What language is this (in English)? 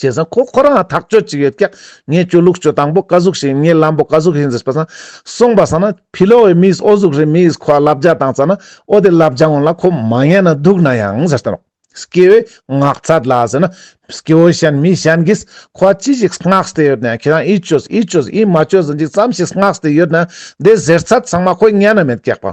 Ladakhi